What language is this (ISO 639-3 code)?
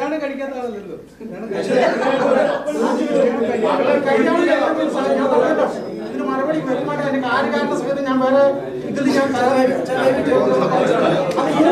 mal